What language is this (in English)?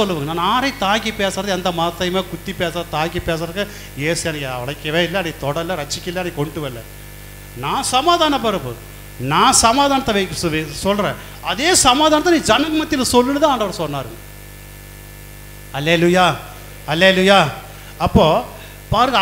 Tamil